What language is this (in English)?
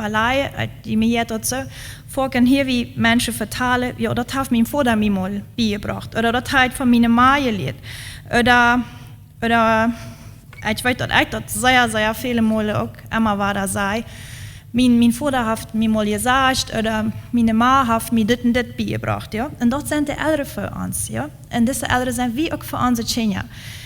Plautdietsch